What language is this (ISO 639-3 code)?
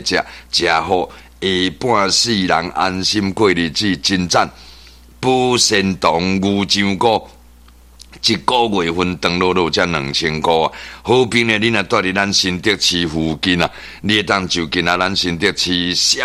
nan